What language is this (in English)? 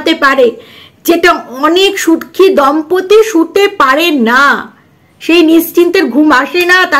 Bangla